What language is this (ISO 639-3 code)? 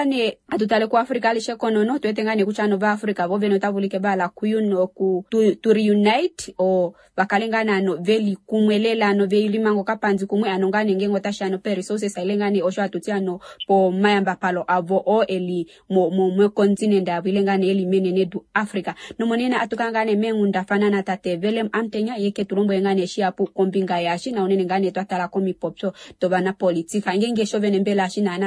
kua